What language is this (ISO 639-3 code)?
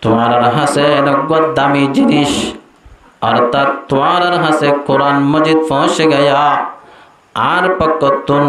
rhg